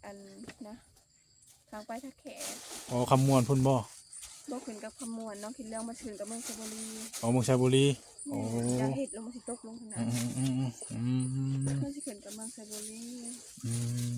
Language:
Northeastern Thai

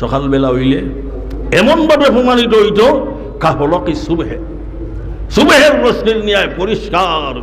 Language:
Sylheti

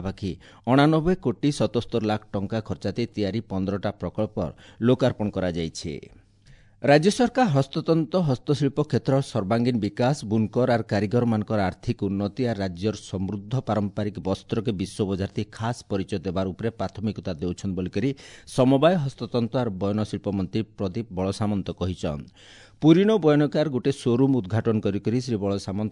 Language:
Odia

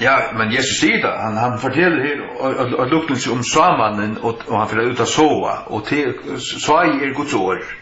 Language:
Faroese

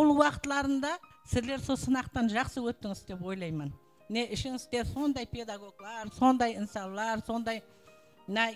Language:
Kara-Kalpak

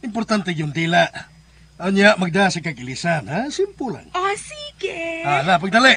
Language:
Cebuano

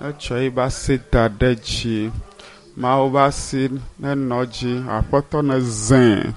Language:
Ewe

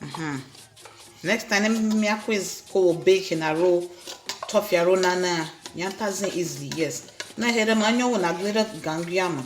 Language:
Ewe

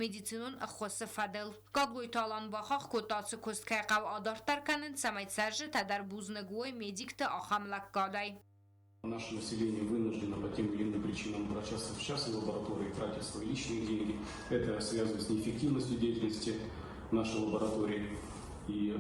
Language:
Ossetic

